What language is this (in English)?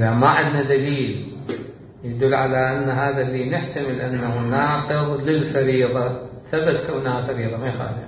Mesopotamian Arabic